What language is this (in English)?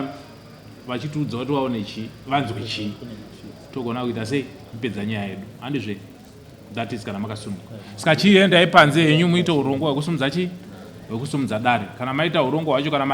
Shona